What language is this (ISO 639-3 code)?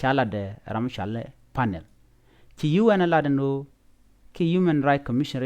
nus